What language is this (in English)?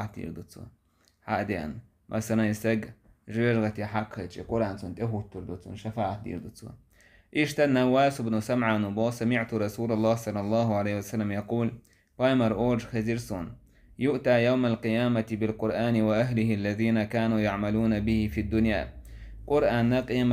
Chechen